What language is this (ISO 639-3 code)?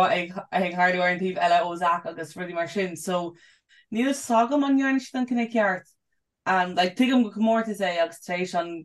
gle